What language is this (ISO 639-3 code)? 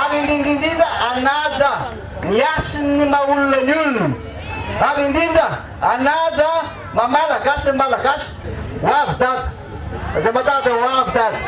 mlg